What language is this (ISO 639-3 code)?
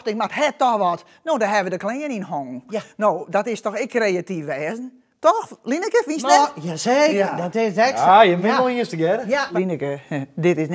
fry